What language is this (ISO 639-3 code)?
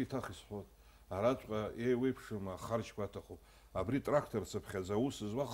abk